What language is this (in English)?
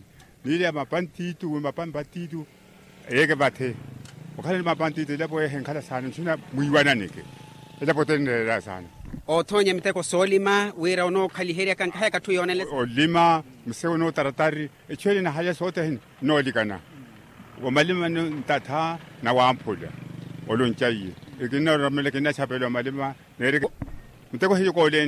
Makhuwa